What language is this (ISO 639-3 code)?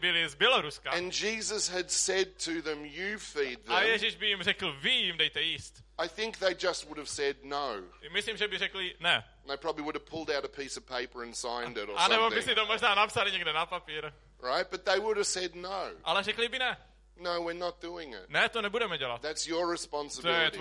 ces